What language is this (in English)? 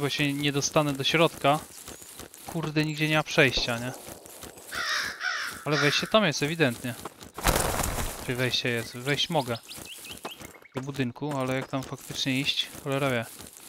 Polish